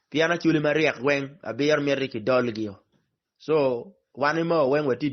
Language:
Acoli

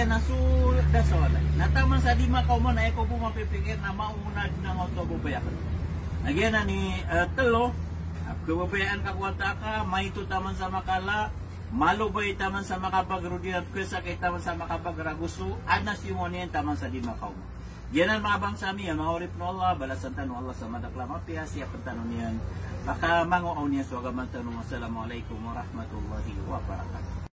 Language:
Maranao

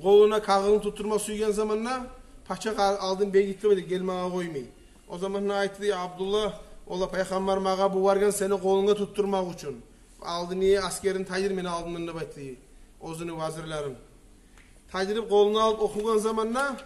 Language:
Kumyk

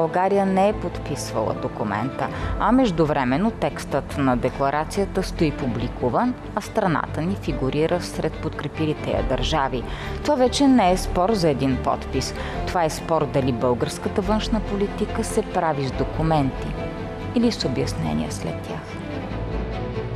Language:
Bulgarian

